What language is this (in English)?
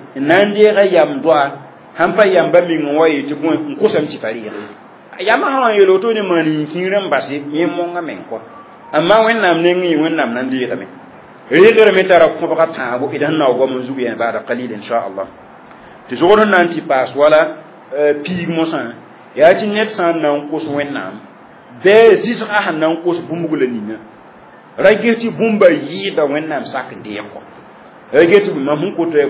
Mossi